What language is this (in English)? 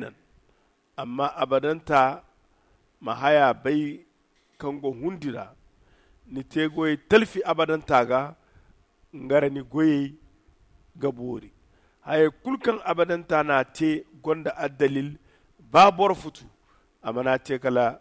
Zarma